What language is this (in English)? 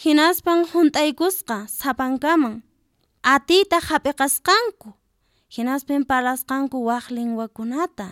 Quechua